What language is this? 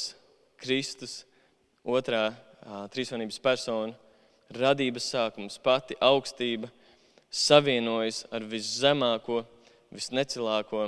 Latvian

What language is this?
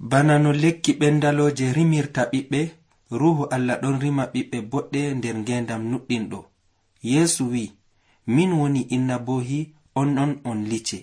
Nigerian Fulfulde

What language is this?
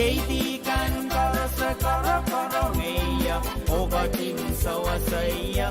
Pohnpeian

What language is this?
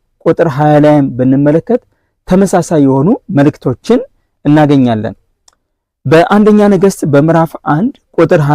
Amharic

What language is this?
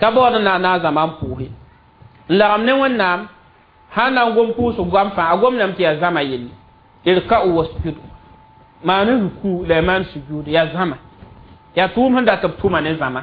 Mossi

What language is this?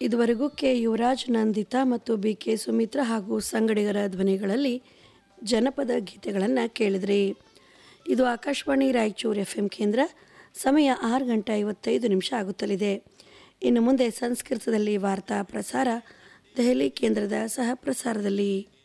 Kannada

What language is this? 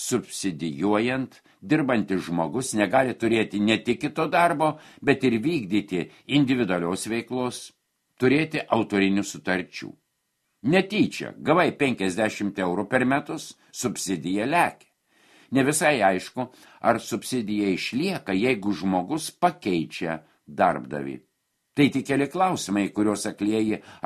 Lithuanian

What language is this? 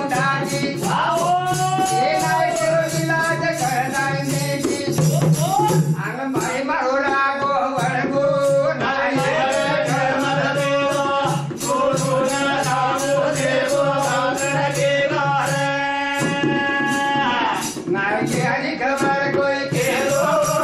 Lambadi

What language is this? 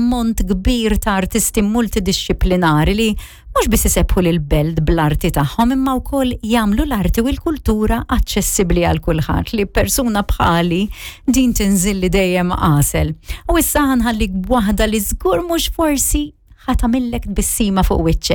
Maltese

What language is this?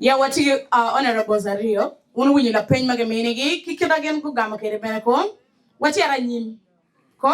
Acoli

